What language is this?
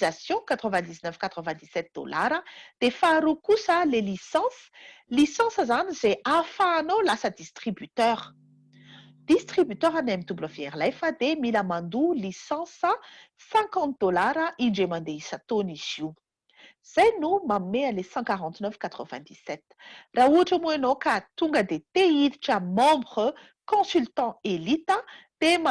Malagasy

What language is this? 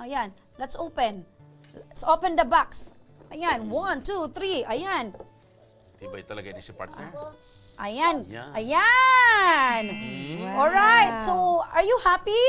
Bikol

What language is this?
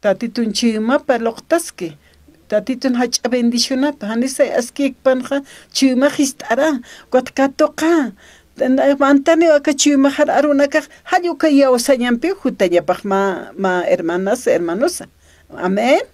Aymara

